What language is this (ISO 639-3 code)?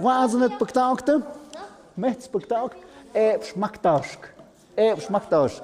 mxp